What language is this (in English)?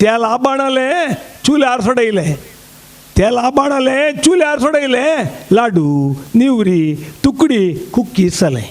Konkani